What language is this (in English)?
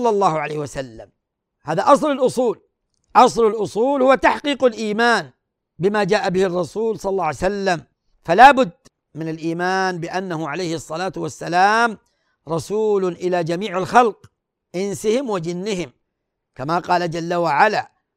Arabic